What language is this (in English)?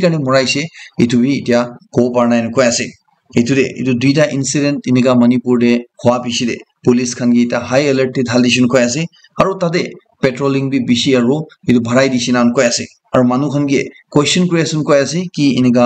Naga Pidgin